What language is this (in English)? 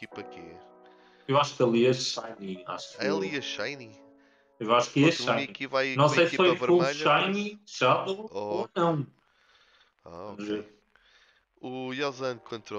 Portuguese